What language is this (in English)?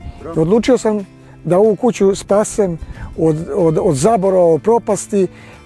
Serbian